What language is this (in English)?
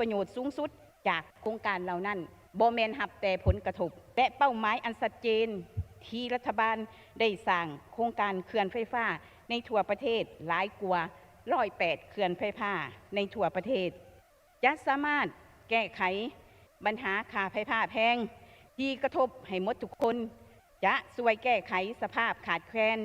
Lao